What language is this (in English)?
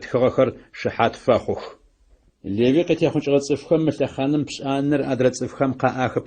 Adyghe